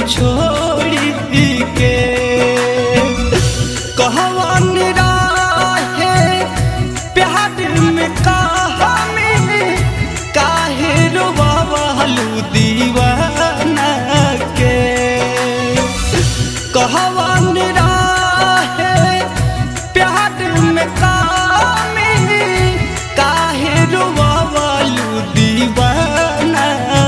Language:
Bhojpuri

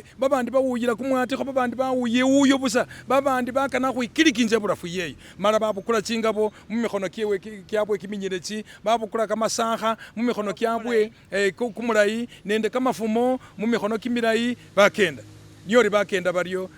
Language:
Masaaba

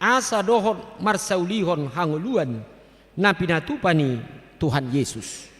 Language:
Batak Toba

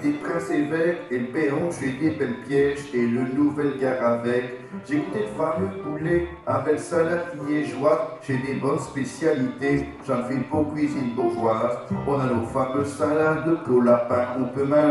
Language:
Picard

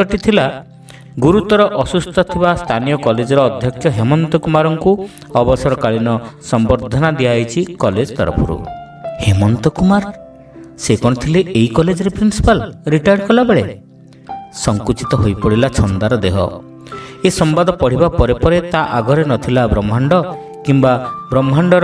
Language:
Odia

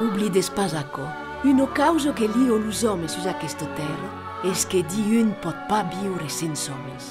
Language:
Occitan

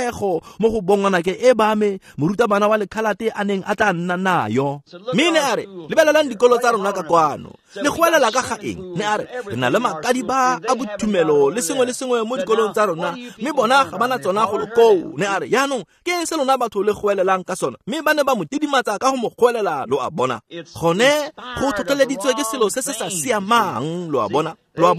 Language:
Tswana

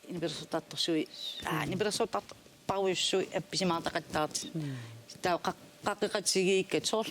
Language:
Kalaallisut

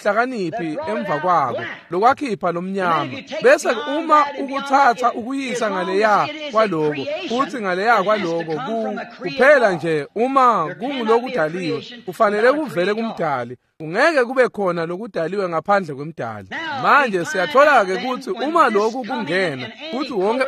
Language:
Swati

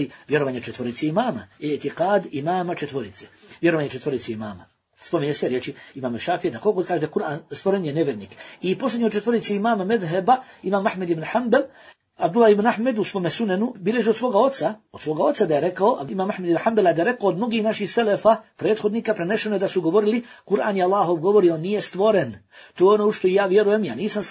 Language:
Bosnian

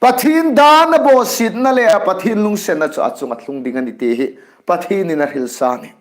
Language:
Hmar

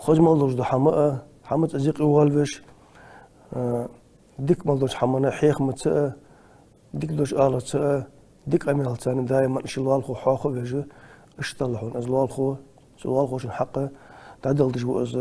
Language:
Ingush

